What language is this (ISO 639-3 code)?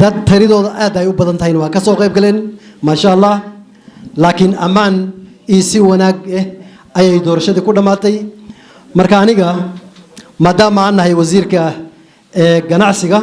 som